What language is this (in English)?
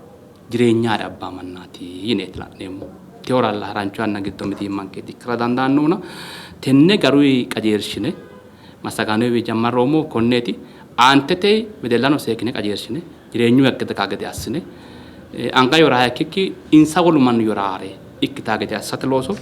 Sidamo